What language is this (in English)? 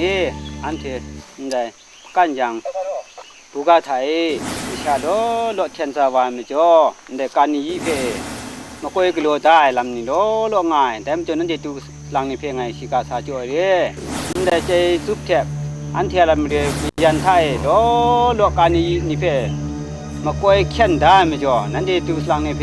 Kachin